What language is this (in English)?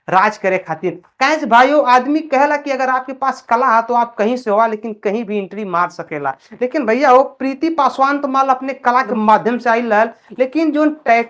Bhojpuri